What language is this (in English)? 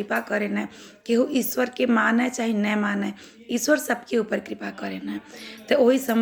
Bhojpuri